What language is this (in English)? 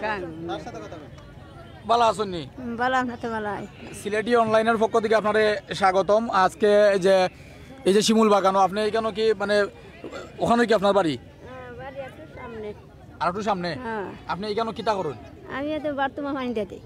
Sylheti